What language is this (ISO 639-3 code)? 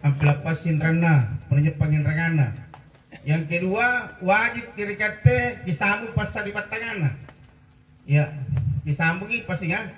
mak